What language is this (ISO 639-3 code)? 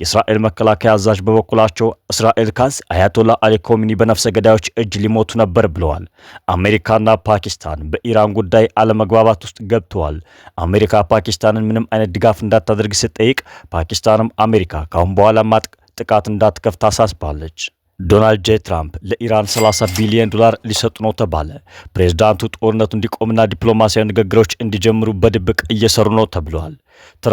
amh